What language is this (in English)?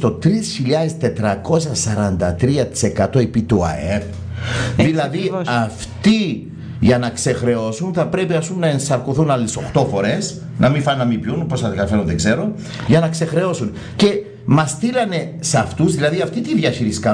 Greek